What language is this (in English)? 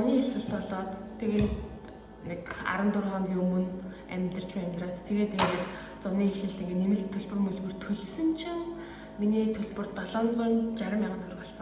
Mongolian